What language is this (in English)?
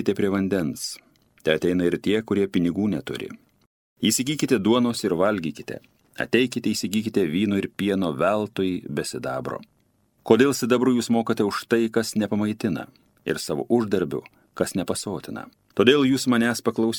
Lithuanian